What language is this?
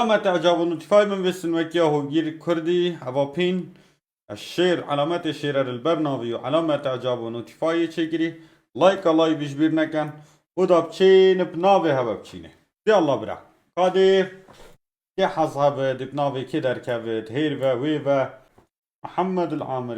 Kurdish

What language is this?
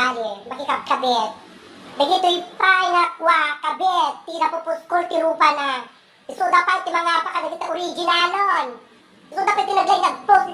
Iloko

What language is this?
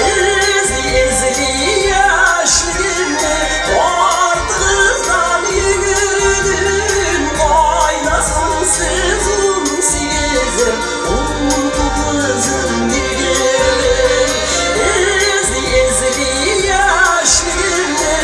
Tatar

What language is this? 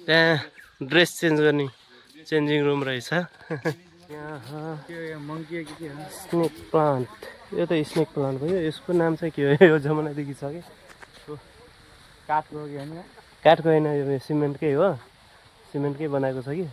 Nepali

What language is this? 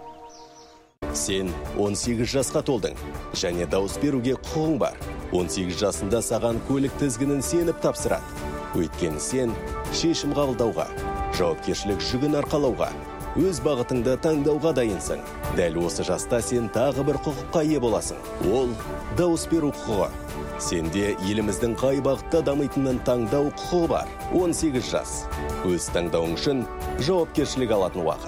Kazakh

